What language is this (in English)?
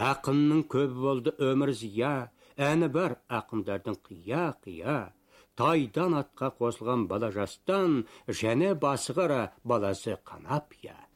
Kazakh